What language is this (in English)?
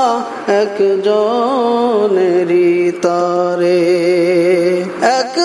Bangla